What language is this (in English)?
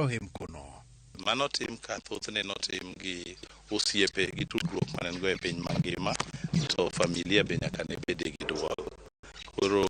Luo (Kenya and Tanzania)